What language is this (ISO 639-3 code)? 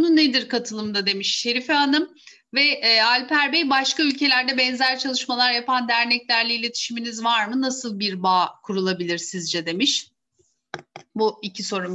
tur